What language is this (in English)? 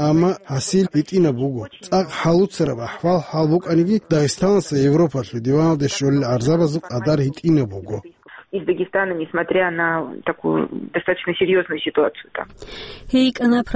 Avaric